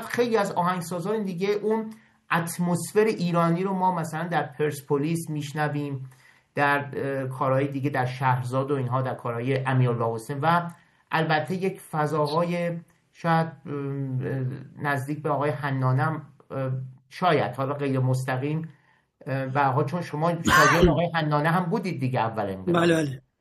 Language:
Persian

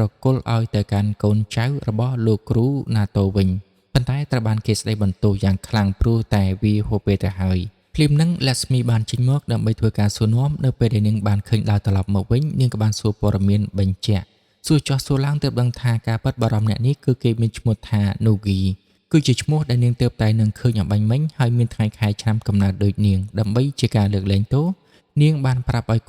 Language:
Khmer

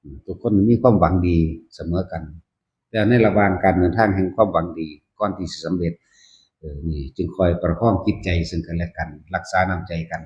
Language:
Lao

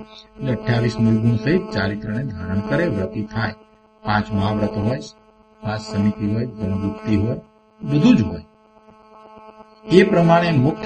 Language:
Gujarati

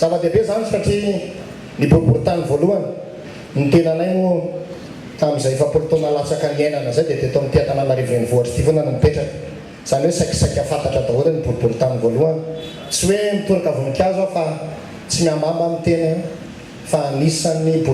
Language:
Malagasy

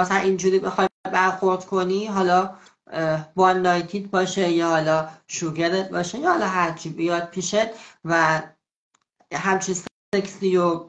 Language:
Persian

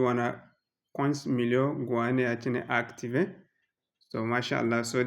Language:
Zarma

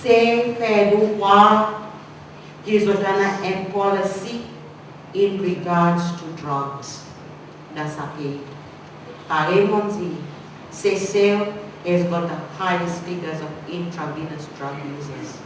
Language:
Seselwa Creole French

